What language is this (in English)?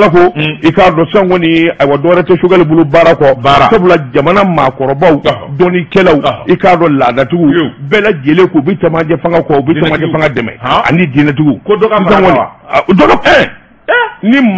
Bambara